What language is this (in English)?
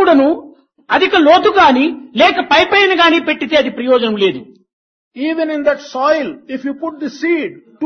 Telugu